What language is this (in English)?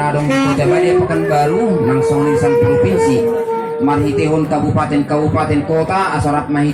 Batak Toba